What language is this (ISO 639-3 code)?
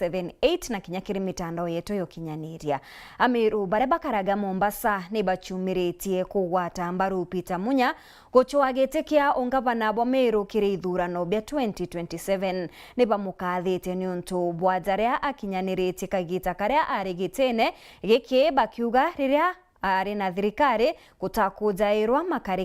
mer